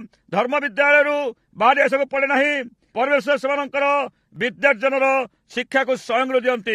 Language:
Odia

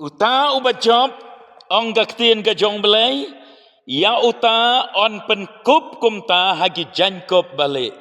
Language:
Khasi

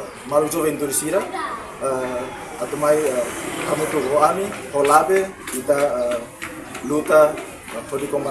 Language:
Tetum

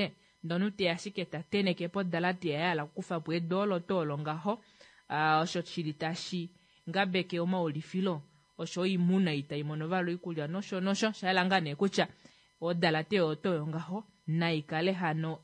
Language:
Kuanyama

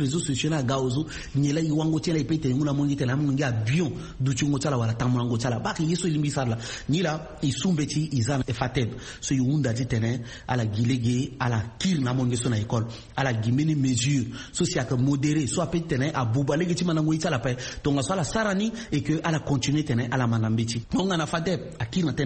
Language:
Sango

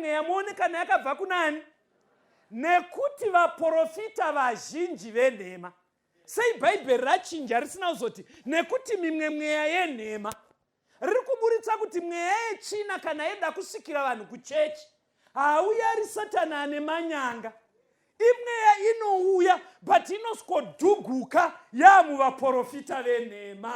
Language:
Shona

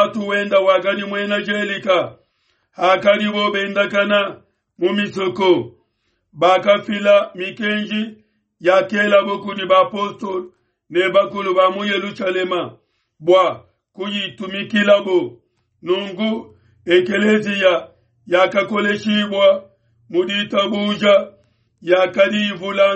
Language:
Luba-Lulua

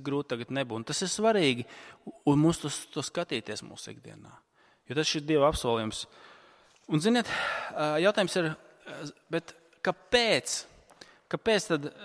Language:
Latvian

